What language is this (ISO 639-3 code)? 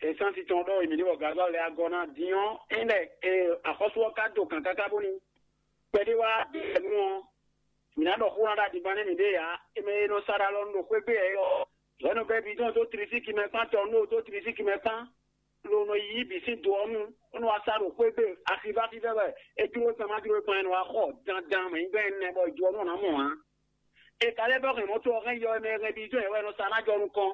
fon